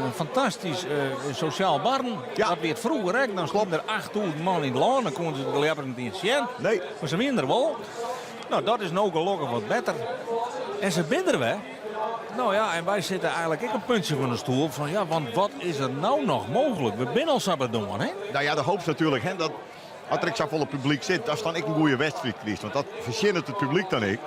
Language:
Western Frisian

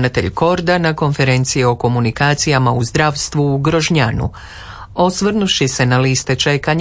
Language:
Croatian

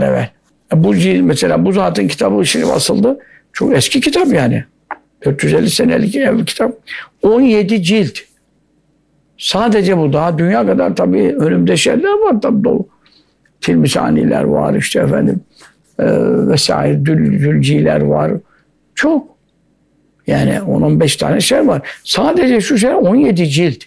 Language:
Turkish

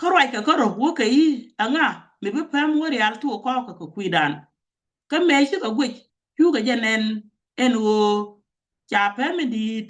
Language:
Nuer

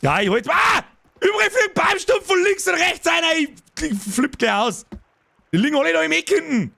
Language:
Bavarian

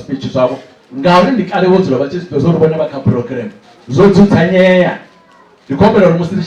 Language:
Venda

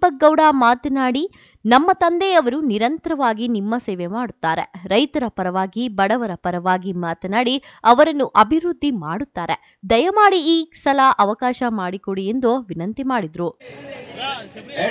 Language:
Kannada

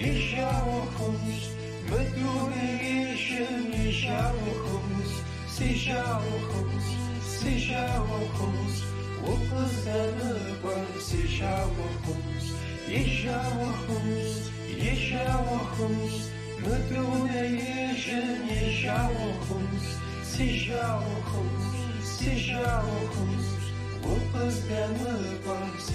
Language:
Kabardian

